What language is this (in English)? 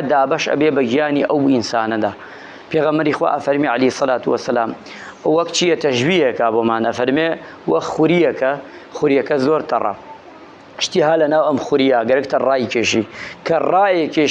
Central Kurdish